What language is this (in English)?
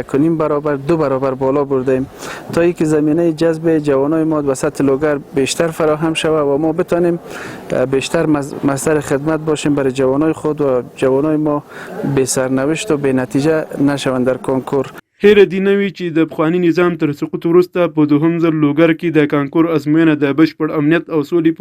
Pashto